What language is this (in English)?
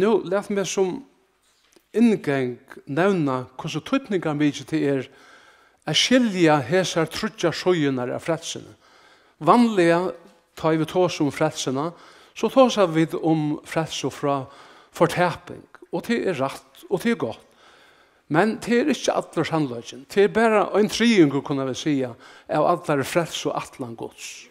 Faroese